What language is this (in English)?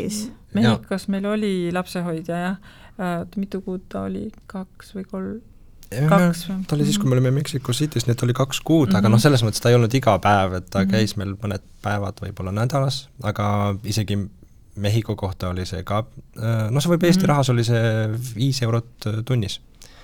Estonian